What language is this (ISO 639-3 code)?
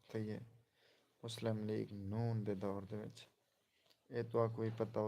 skr